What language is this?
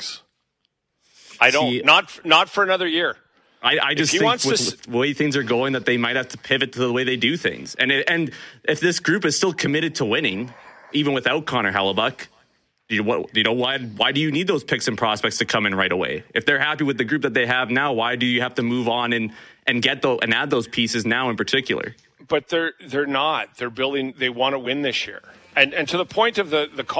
English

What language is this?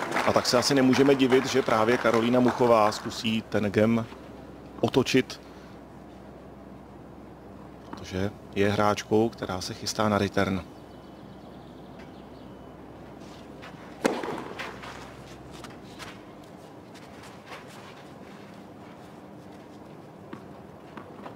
Czech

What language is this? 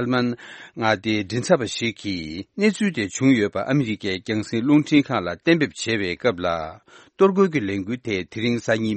Tibetan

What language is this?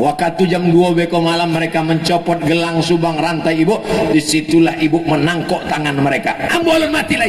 Minangkabau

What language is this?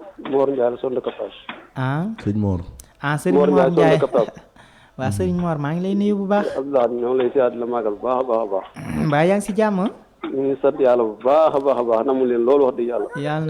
Wolof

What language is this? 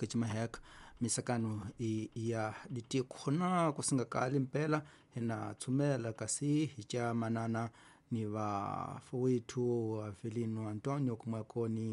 Tsonga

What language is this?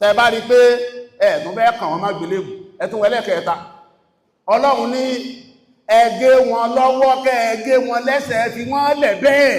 Yoruba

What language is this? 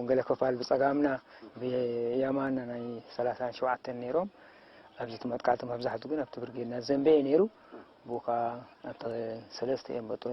Tigrinya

